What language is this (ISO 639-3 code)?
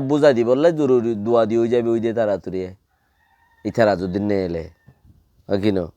rhg